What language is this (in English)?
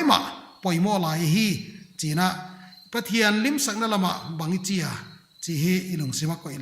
Paite Chin